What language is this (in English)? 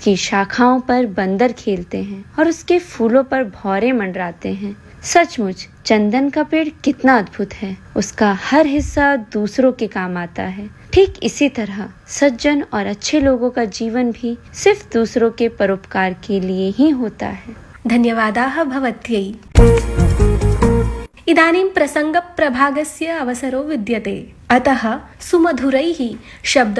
Hindi